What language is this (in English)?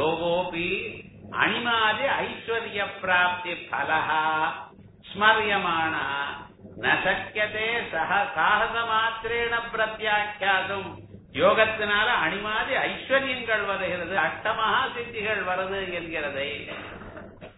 Tamil